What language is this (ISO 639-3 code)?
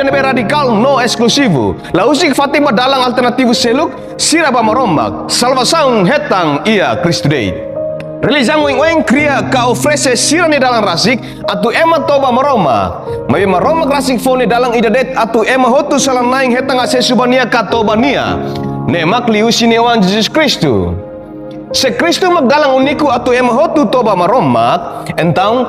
tet